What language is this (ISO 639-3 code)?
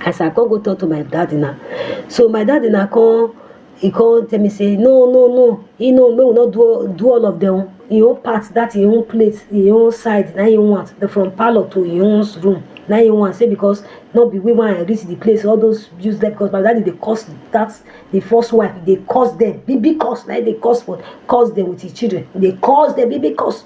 pcm